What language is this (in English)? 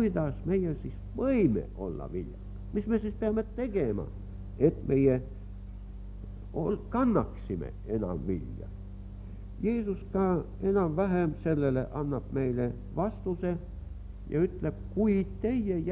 Estonian